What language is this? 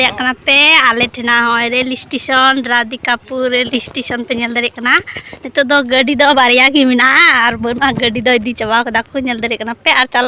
Santali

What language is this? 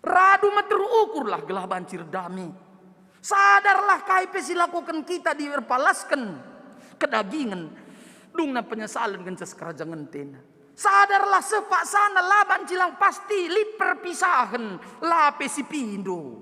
Batak Karo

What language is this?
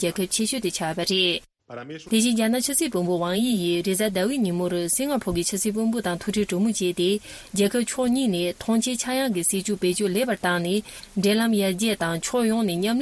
Tibetan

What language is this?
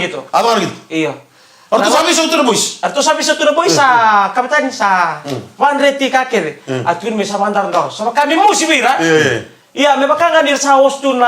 Fijian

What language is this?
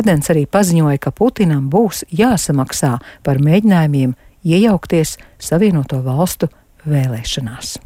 Latvian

